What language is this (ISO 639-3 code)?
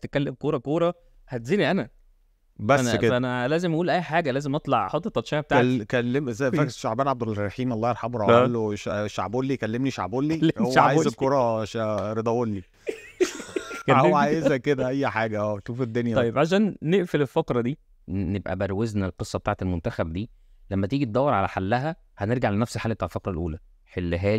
arz